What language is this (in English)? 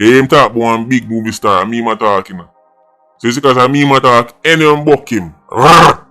Jamaican Creole English